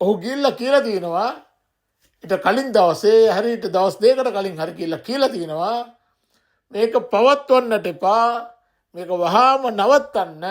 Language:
Sinhala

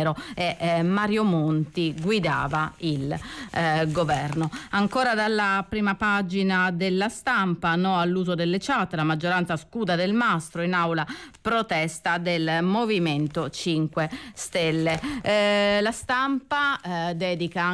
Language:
Italian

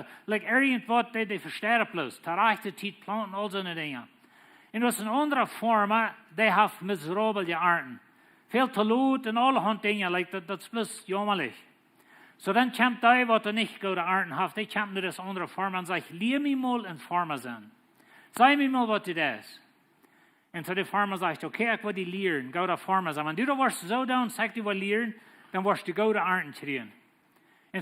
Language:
Plautdietsch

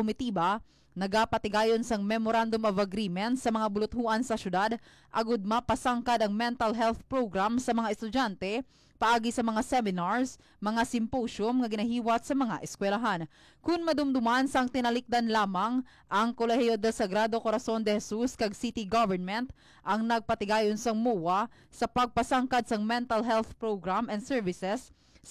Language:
Hiligaynon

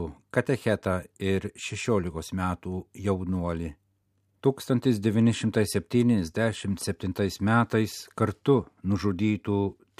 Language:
Lithuanian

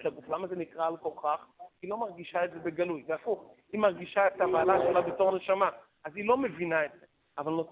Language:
Hebrew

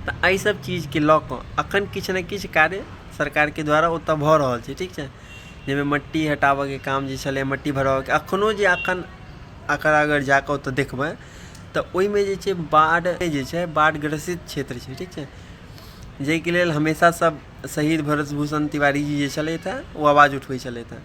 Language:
Maithili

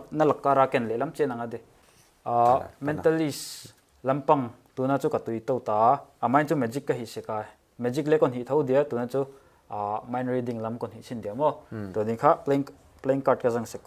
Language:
Paite Chin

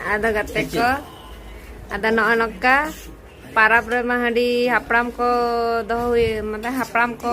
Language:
Santali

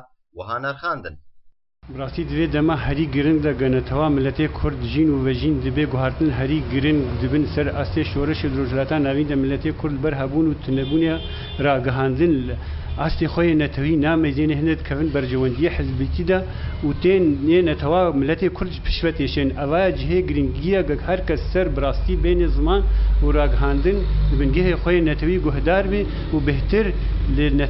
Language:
Kurdish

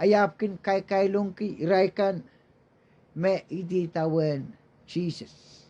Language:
Pohnpeian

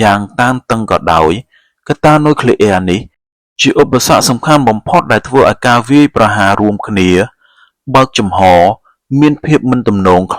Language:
Khmer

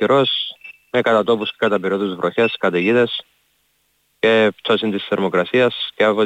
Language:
Greek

